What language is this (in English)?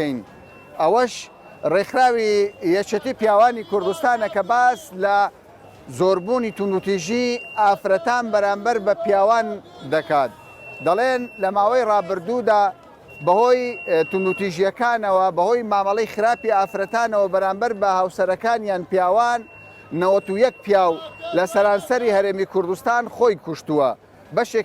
Central Kurdish